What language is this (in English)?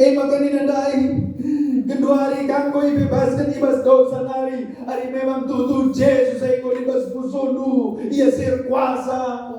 Batak Karo